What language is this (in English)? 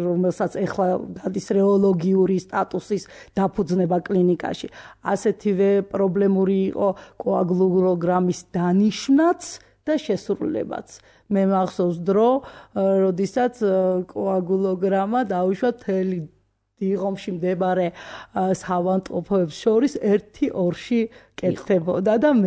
Georgian